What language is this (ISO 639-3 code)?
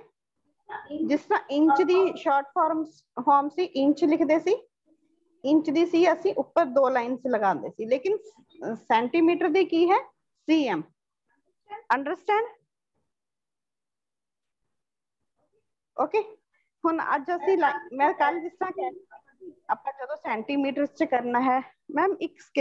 pan